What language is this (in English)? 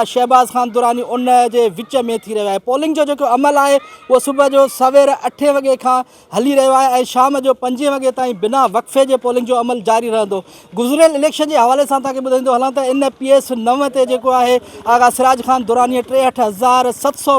Sindhi